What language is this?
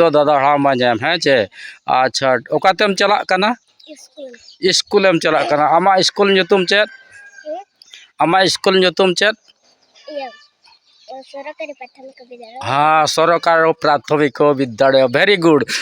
Santali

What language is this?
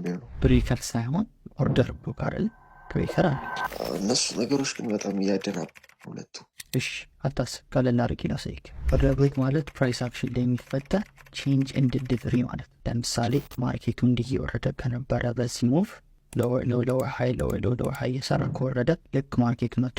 Amharic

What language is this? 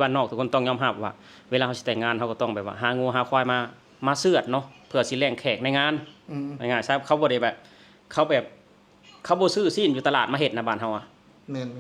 Lao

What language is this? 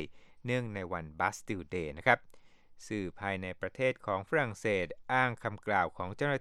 Thai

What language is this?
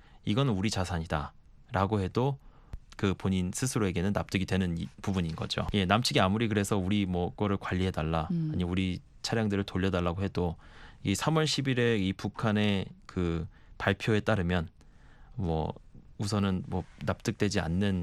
Korean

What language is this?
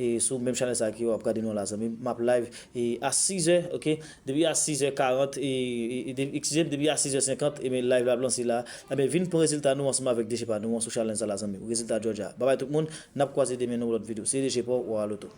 Haitian Creole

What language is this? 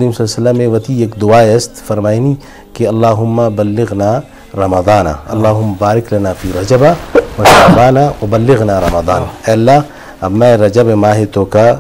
Eastern Balochi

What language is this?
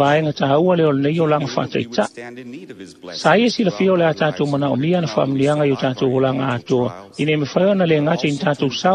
Samoan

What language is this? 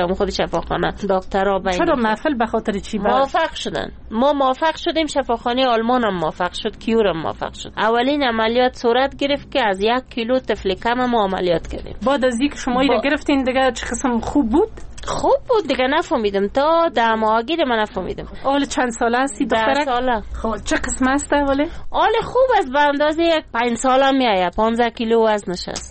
Persian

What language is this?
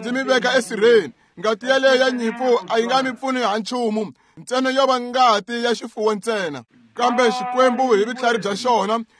Tsonga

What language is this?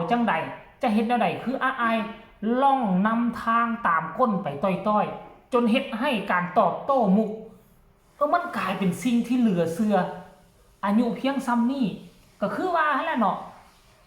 Northeastern Thai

